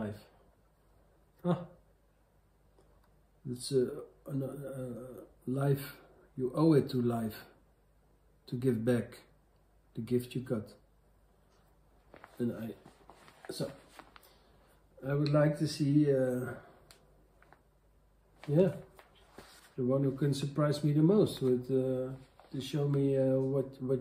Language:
English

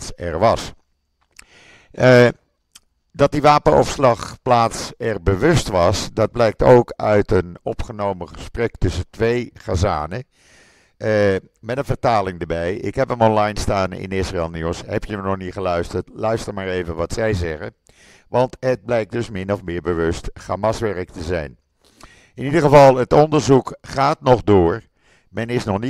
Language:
Dutch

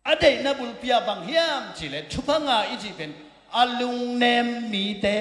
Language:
Tedim Chin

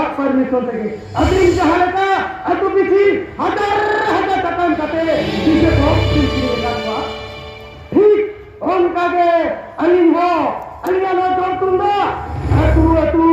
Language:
Santali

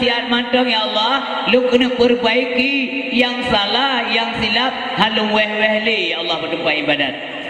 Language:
Achinese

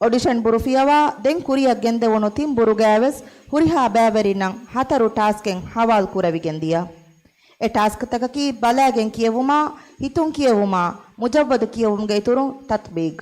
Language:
Divehi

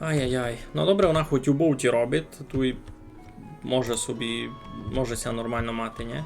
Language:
Rusyn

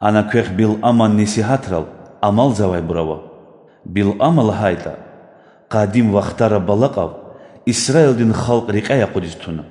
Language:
Lezghian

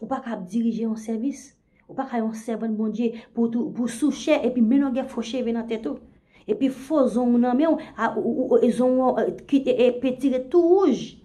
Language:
Haitian Creole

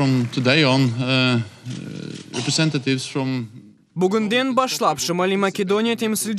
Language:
Crimean Tatar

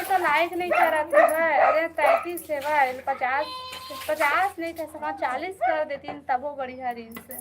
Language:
Chhattisgarhi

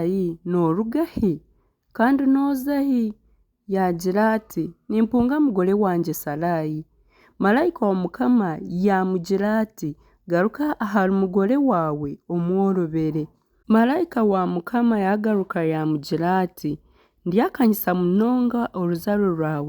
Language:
Nyankole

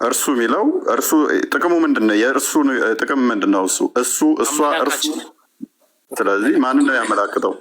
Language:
Amharic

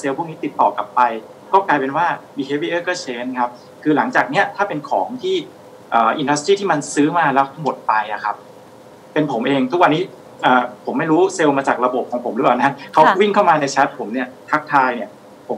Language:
Thai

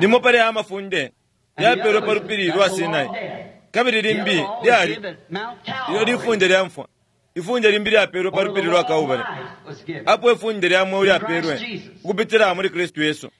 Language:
Bemba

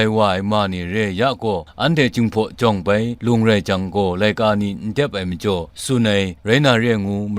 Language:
Kachin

